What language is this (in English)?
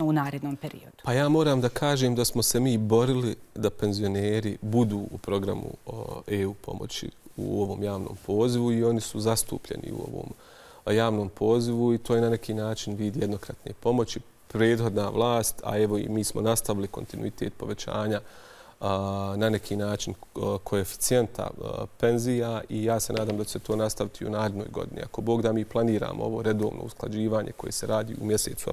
Bosnian